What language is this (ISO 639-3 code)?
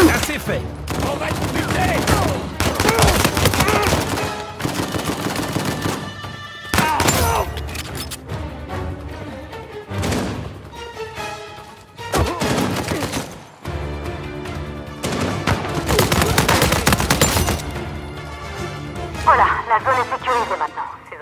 fra